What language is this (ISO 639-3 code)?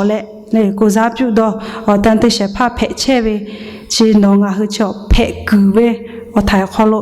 lhu